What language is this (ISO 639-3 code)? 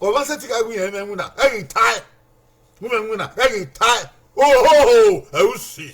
bin